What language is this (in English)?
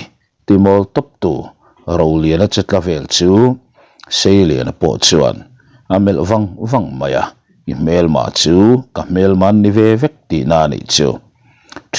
Mizo